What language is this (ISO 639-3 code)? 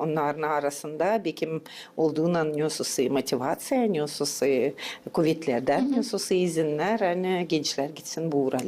gag